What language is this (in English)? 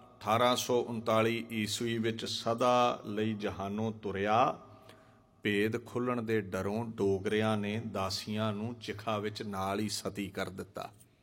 Punjabi